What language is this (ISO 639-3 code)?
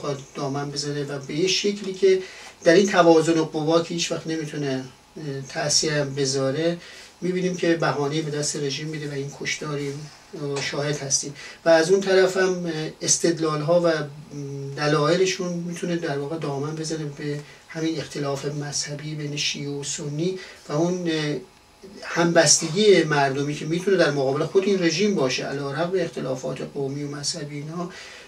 fas